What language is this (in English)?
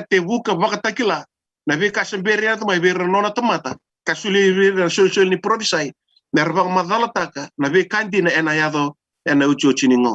Fijian